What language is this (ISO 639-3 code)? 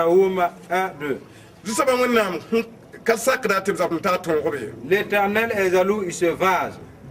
mos